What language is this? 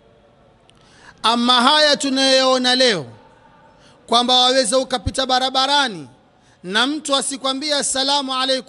Swahili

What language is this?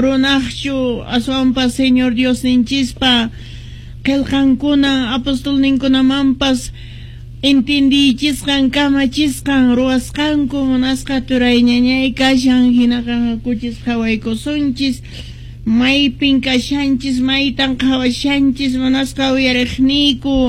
Quechua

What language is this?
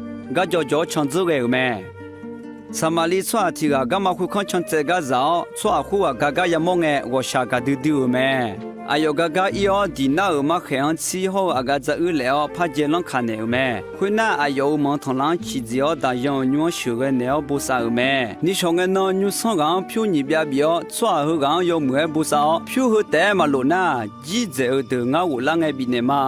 Akha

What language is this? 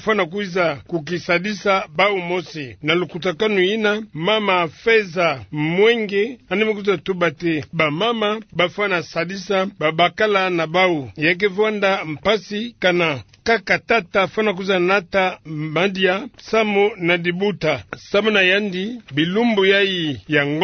Kituba (Democratic Republic of Congo)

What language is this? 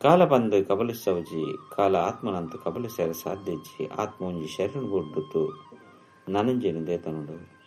Tulu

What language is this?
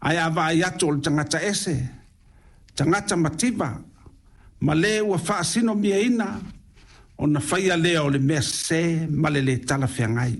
Samoan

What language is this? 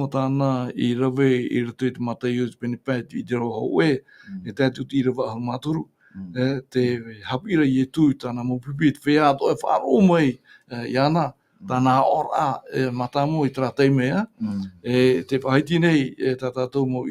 Tahitian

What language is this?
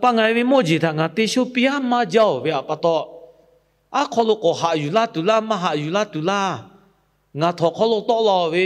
Lahu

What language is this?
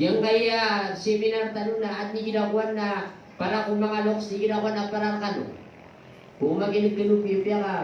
Maranao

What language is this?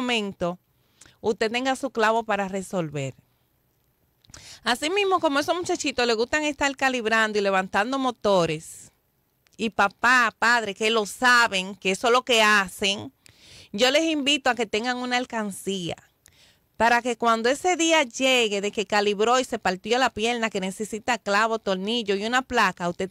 Spanish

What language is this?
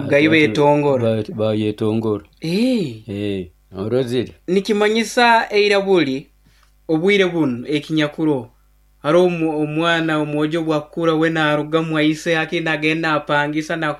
Nyoro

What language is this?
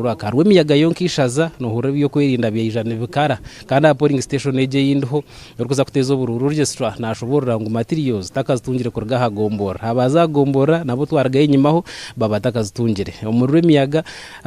Nyankole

